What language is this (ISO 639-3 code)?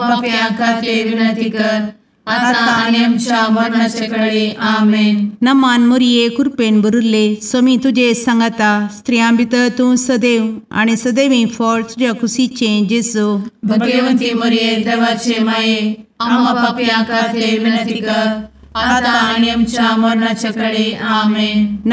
kok